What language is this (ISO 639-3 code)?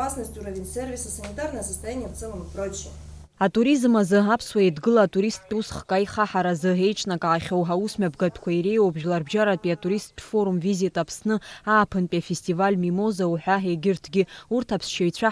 abk